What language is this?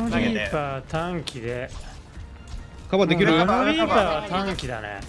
Japanese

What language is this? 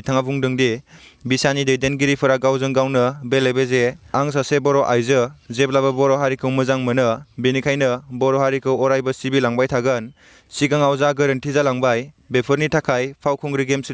Bodo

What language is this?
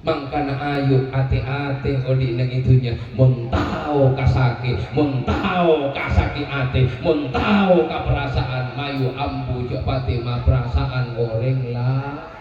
Madurese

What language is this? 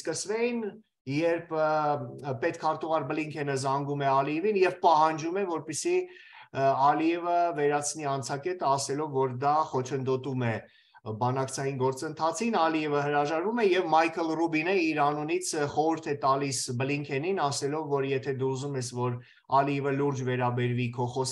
Armenian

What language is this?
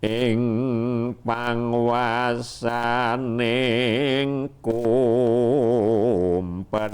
Javanese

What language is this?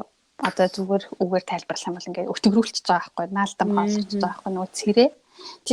Mongolian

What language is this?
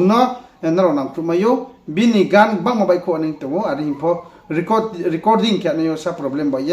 Riang (India)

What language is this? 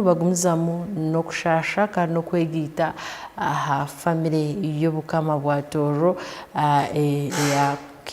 Tooro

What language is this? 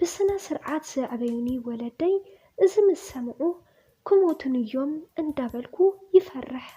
Tigrinya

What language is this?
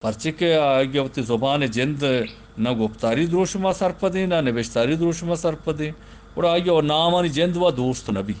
Eastern Balochi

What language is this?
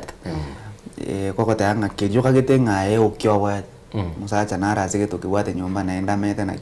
Gusii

